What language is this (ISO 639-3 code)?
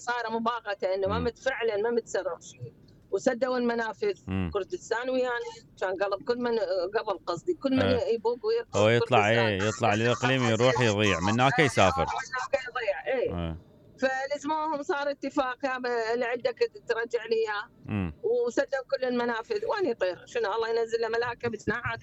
acm